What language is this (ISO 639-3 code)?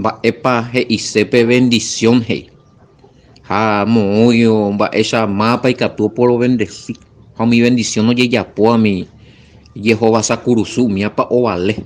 grn